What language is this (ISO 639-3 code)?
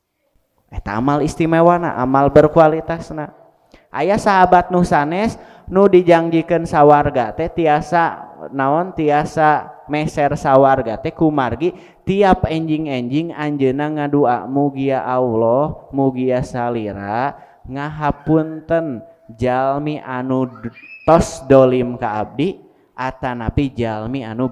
sun